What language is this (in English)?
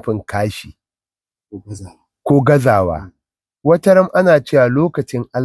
Hausa